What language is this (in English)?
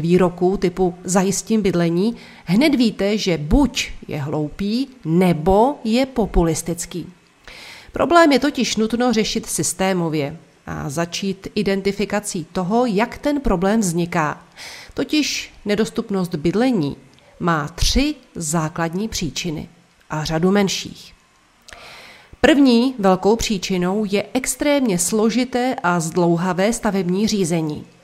Czech